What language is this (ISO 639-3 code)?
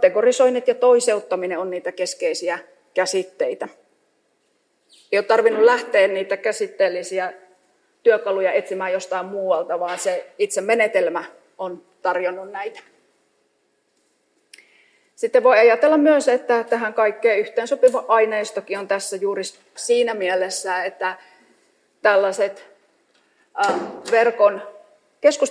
fin